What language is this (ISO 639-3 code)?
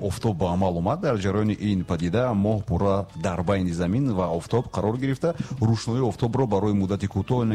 tgk